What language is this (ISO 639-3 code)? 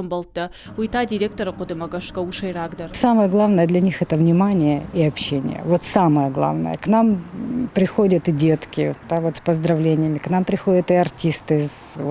oss